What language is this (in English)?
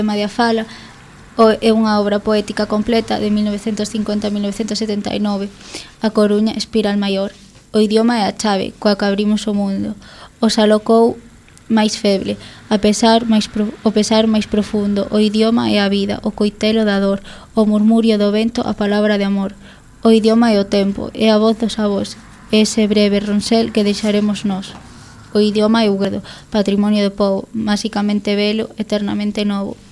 Galician